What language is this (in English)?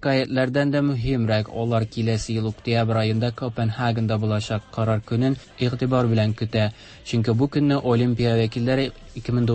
Tatar